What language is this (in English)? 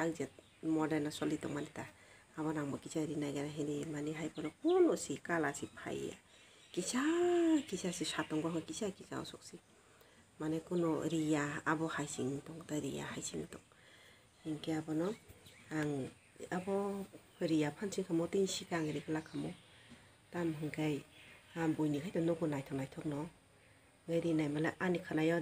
Kok Borok